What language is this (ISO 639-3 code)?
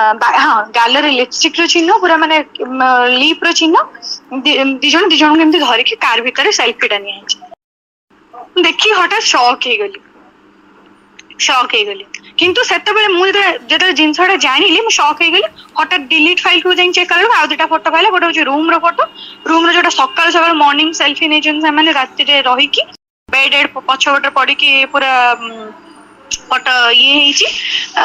ori